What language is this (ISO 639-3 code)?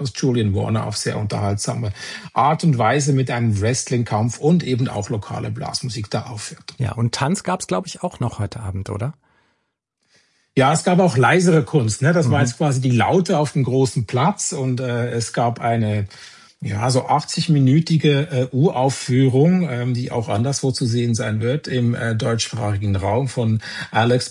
deu